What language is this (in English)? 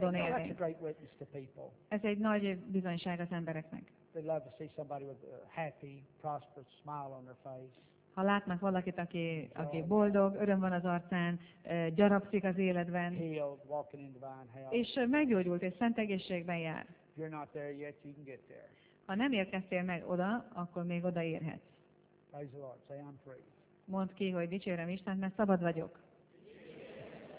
Hungarian